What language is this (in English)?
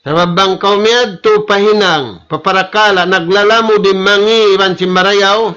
Tausug